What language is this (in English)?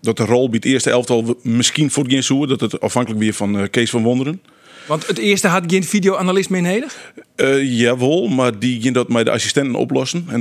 Western Frisian